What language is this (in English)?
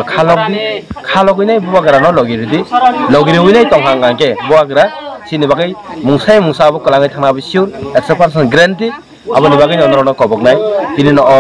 Kok Borok